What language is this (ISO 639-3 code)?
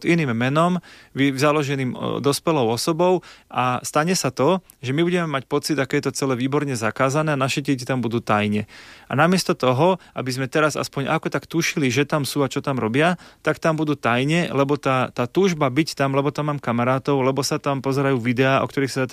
slk